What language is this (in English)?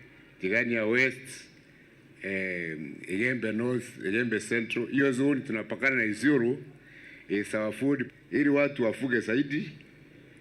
Meru